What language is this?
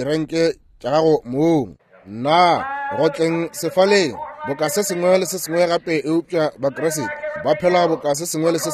Northern Sotho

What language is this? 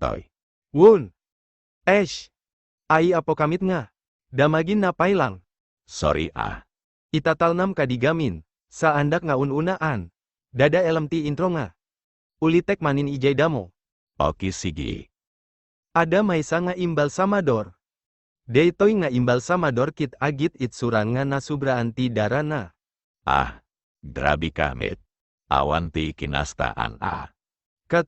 Iloko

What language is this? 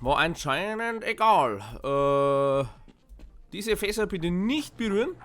Bavarian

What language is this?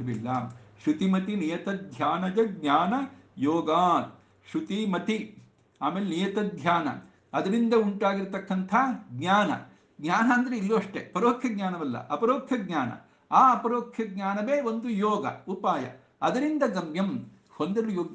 Kannada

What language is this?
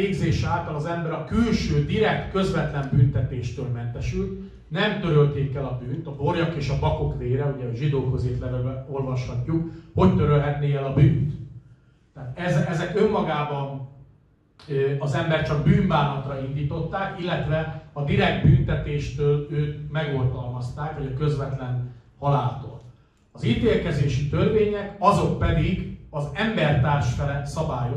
Hungarian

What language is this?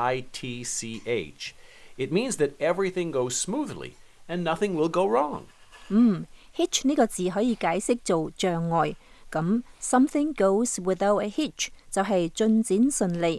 Cantonese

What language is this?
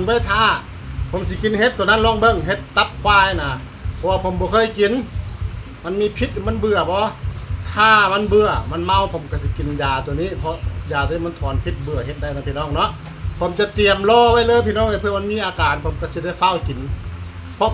Northeastern Thai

